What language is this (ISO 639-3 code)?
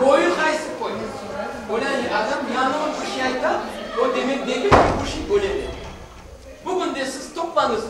crh